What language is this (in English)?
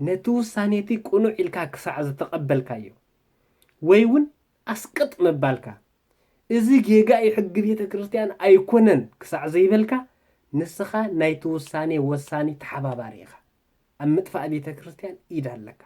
Tigrinya